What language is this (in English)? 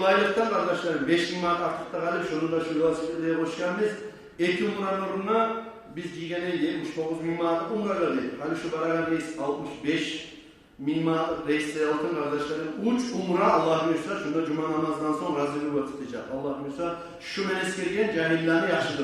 Kumyk